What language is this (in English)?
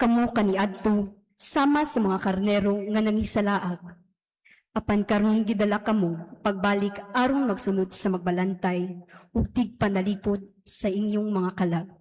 Cebuano